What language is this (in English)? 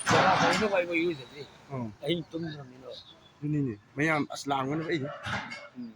Manipuri